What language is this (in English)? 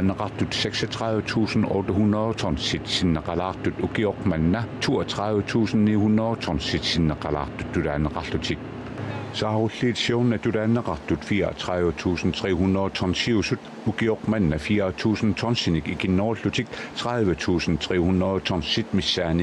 Kalaallisut